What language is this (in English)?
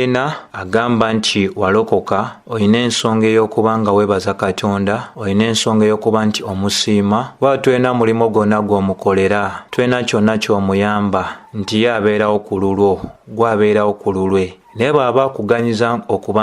Ganda